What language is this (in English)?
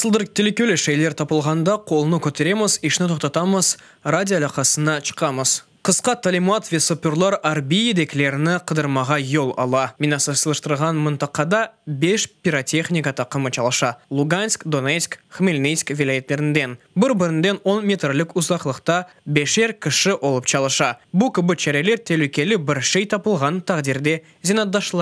Crimean Tatar